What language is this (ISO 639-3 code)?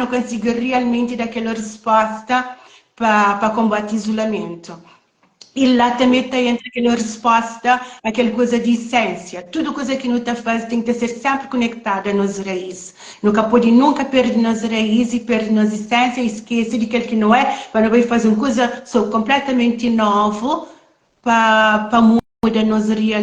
kea